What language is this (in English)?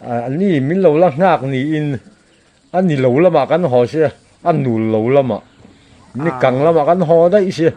Mizo